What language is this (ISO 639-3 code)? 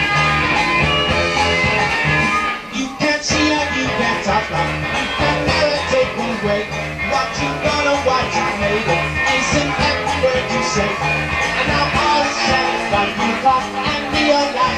eng